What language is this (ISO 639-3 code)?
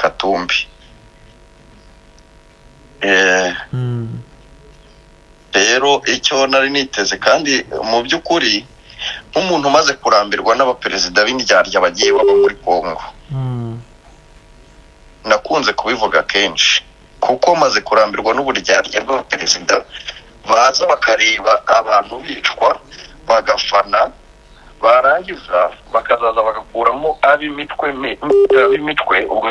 kin